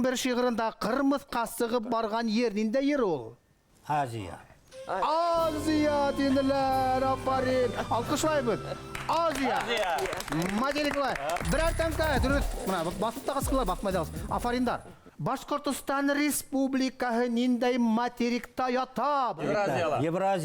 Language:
Bashkir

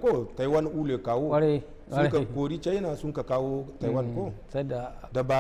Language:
Hausa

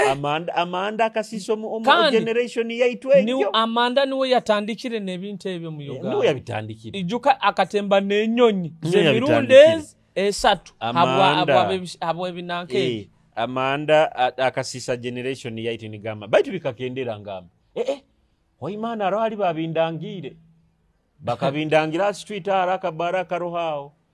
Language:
Nyoro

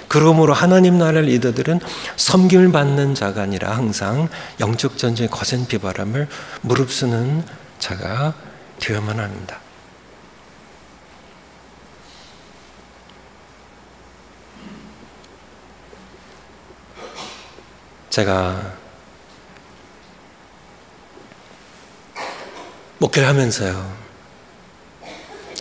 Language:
Korean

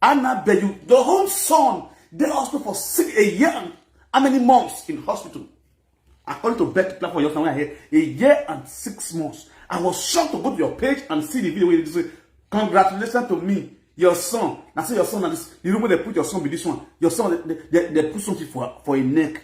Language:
Nigerian Pidgin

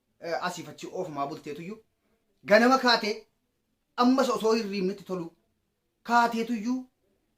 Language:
Oromo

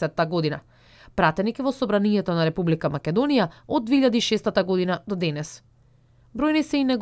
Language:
Macedonian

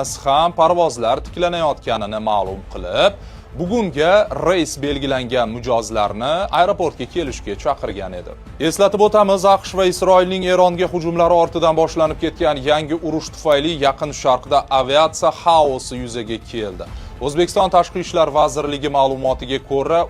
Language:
Uzbek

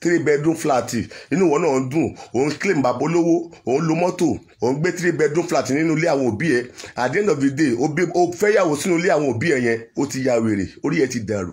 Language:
Yoruba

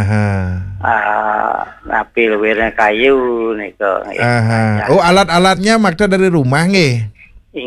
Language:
Balinese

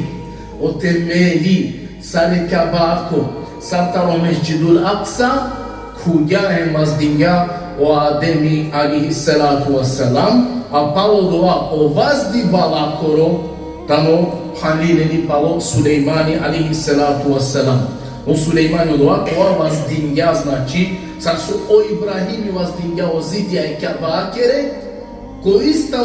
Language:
Balkan Romani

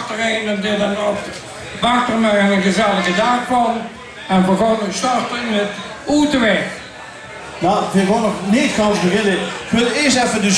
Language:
Limburgish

